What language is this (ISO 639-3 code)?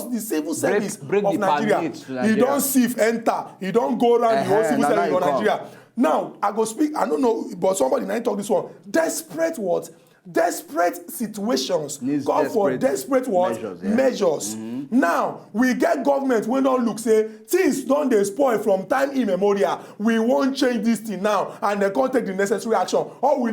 pcm